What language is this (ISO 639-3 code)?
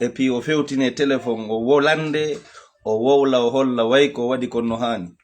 ful